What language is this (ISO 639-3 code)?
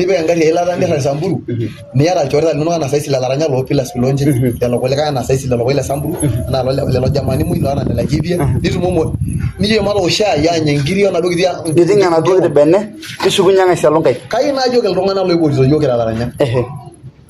mas